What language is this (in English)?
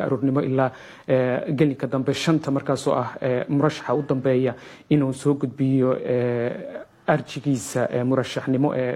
Somali